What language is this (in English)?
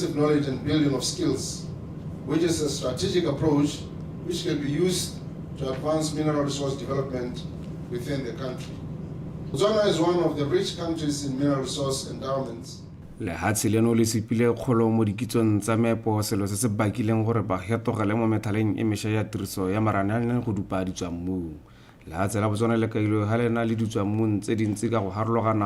Tswana